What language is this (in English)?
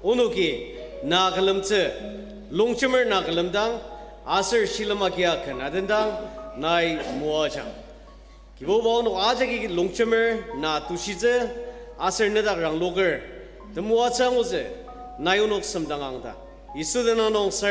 Ao Naga